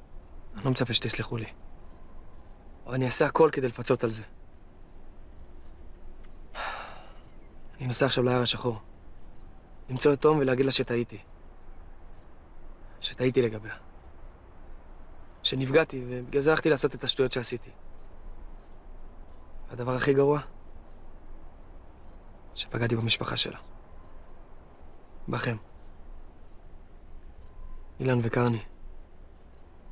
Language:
Hebrew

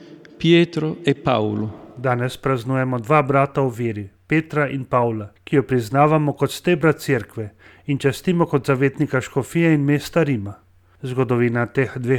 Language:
Slovenian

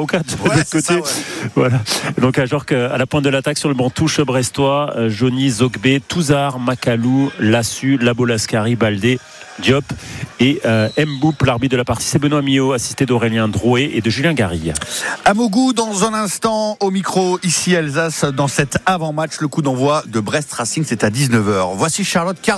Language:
French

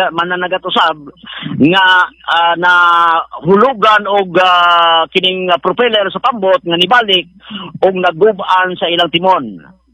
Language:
Cebuano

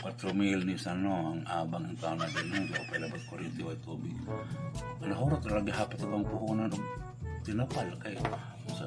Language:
Cebuano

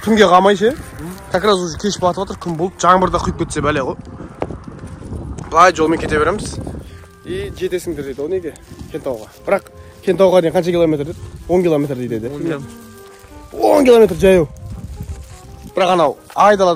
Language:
Kazakh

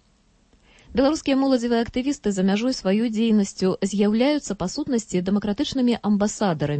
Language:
Belarusian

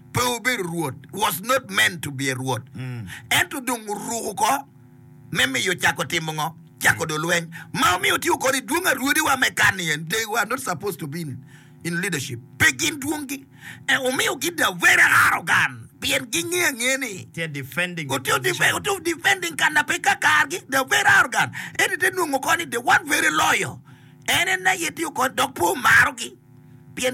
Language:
Acoli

